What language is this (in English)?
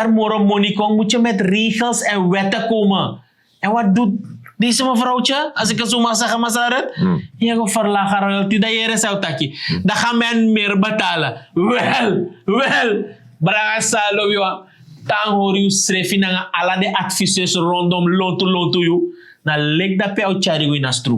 Sranan Tongo